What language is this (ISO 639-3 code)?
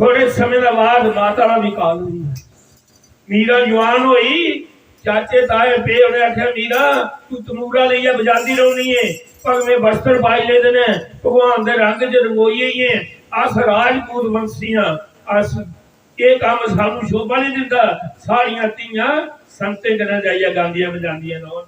doi